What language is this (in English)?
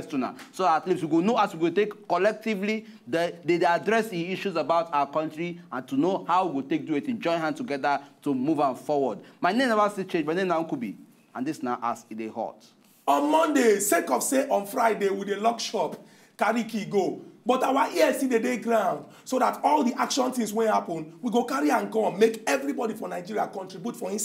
Nigerian Pidgin